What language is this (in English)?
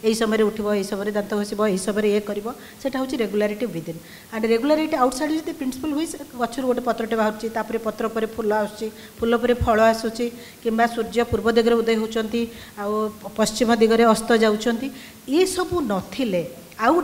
Odia